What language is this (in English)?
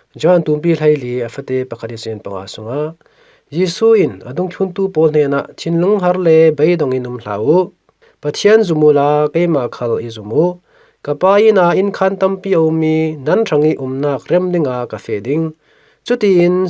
Falam Chin